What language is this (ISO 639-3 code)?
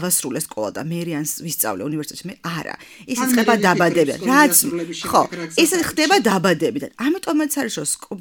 kat